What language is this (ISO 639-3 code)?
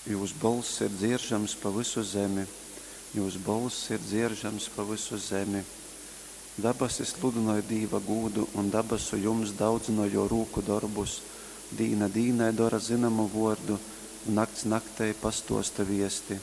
ltg